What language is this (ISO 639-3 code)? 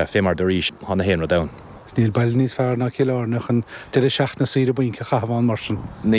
gle